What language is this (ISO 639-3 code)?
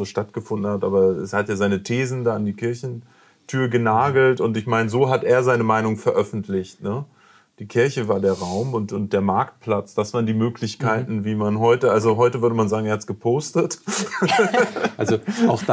deu